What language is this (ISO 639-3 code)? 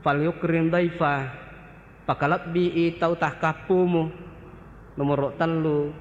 bug